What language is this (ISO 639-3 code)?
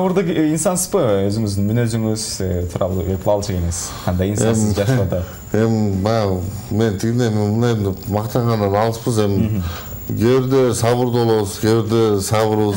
kir